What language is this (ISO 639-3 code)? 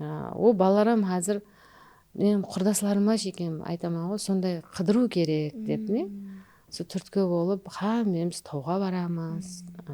kaa